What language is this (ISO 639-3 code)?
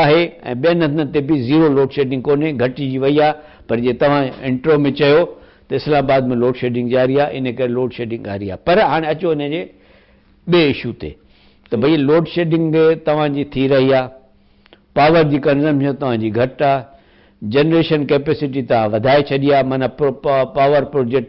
snd